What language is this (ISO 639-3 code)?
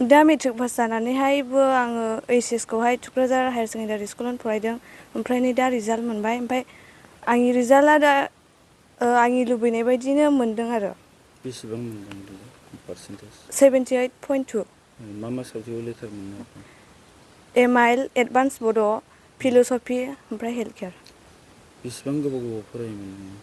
brx